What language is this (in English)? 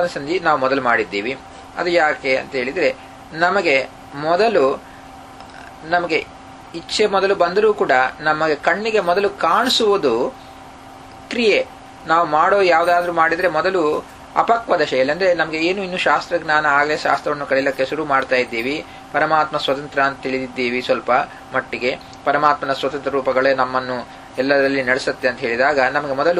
Kannada